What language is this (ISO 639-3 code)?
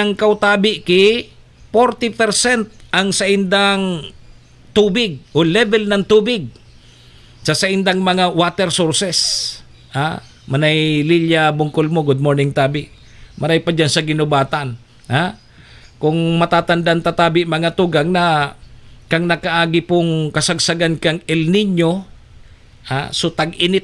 bik